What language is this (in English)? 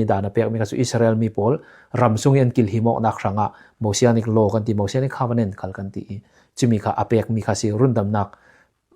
Falam Chin